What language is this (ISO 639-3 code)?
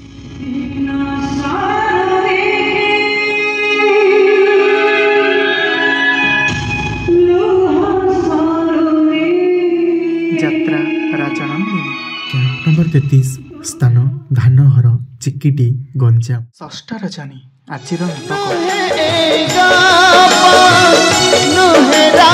ori